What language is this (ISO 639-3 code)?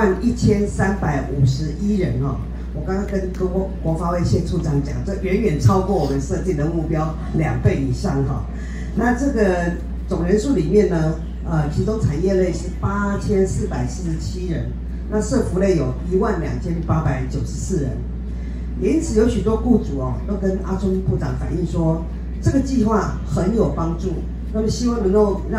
zho